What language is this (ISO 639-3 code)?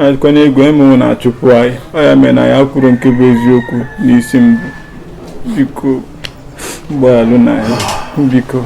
ibo